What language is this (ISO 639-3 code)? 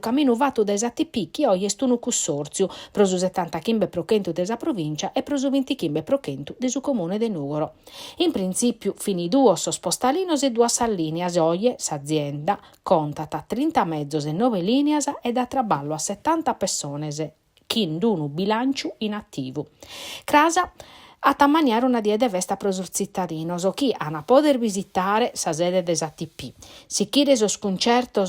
srd